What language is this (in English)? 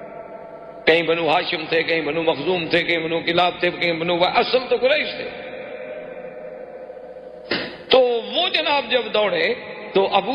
Urdu